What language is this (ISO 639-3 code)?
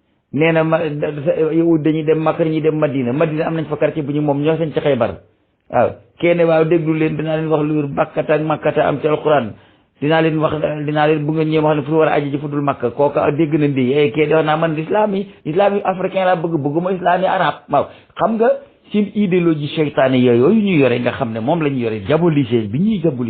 wol